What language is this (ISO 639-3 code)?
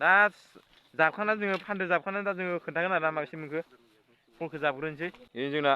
brx